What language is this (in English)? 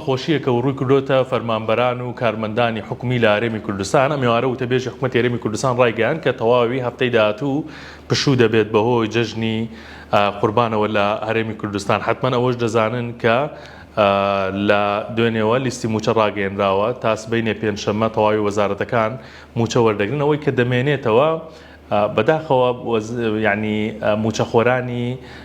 Central Kurdish